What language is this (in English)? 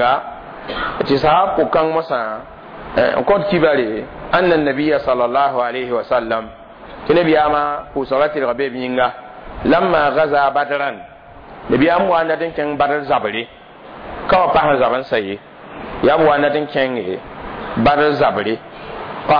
Mossi